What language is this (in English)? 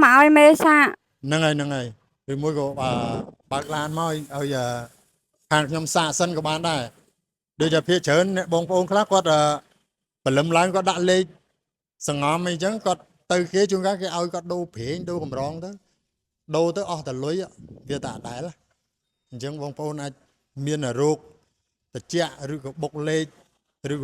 Khmer